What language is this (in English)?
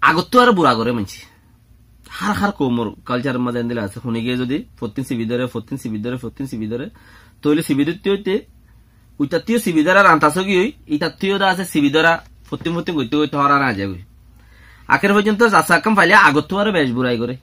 Rohingya